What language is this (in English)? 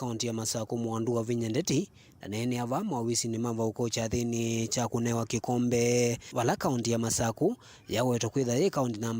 Kamba